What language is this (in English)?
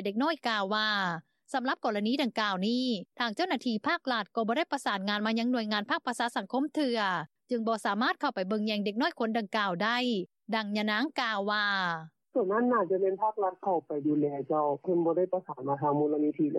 Lao